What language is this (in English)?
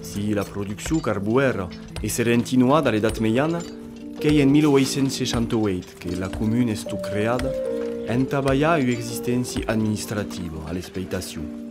Occitan